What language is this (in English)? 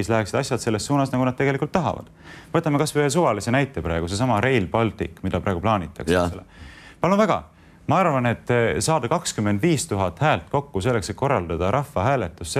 Estonian